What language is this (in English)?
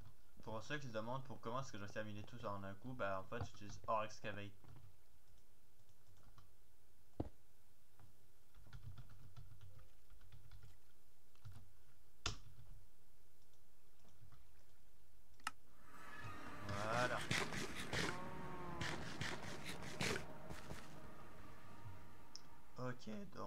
French